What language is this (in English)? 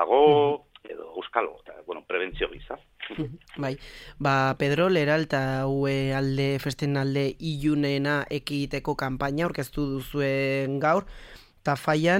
Basque